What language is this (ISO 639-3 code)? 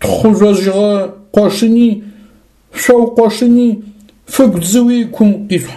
ady